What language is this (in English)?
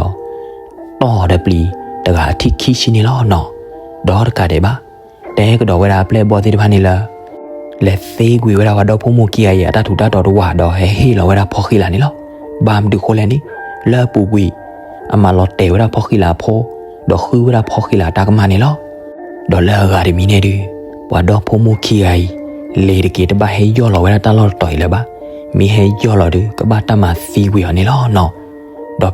S'gaw Karen